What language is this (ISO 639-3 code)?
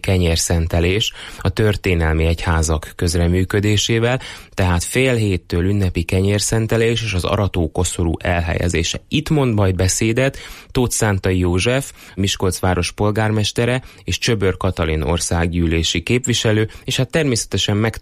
hun